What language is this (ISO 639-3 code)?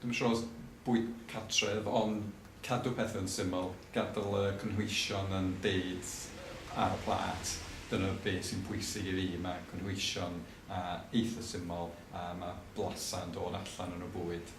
cym